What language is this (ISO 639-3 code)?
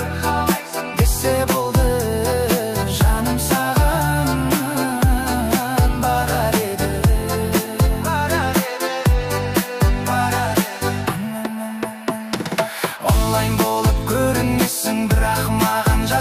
kaz